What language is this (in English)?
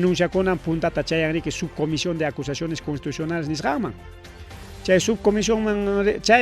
Ayacucho Quechua